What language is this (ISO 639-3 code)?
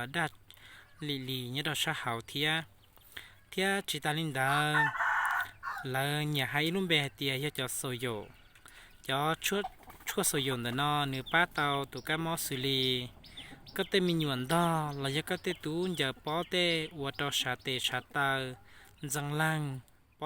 hmn